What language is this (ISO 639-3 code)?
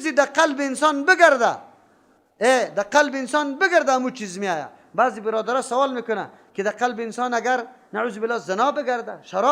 fas